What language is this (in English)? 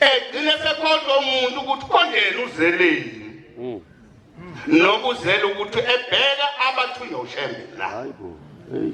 Zulu